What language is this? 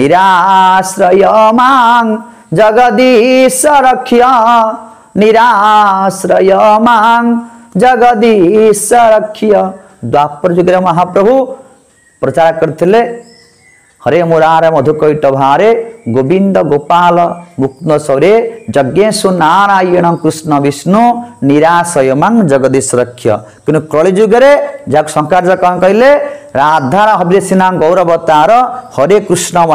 Odia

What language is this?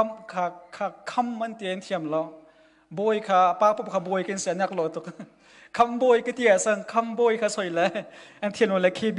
Hakha Chin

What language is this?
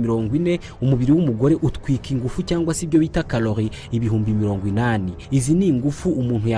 Kinyarwanda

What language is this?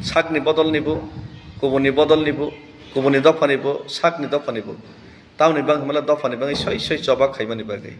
Kok Borok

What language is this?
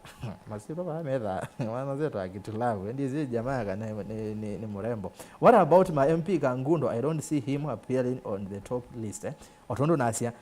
Kamba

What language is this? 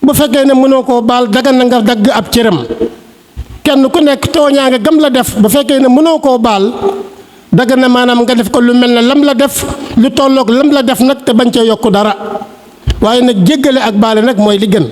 Wolof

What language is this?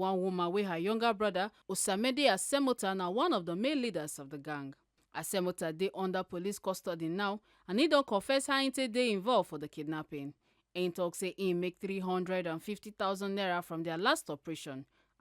Nigerian Pidgin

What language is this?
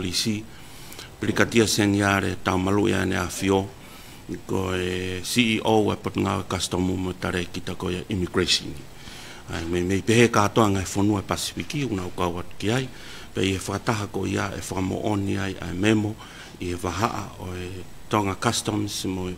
Tongan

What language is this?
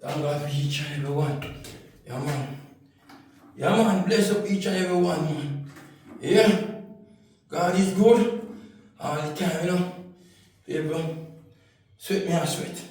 Jamaican Creole English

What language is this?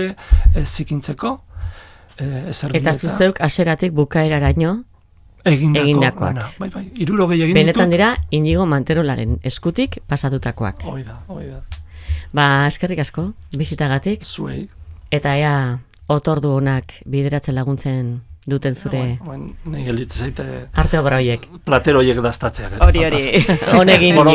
Basque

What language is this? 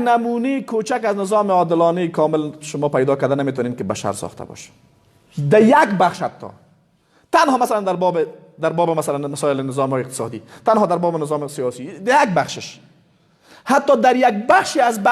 Persian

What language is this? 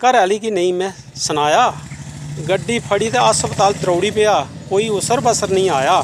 Dogri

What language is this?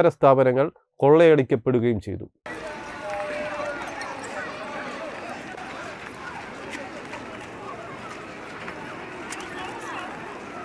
Malayalam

